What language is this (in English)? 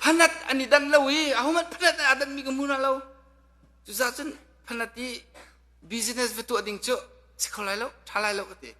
Hakha Chin